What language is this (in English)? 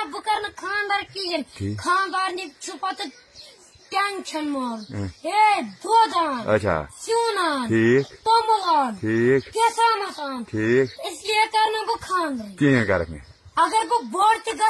Kashmiri